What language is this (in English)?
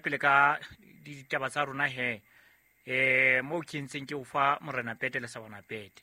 Southern Sotho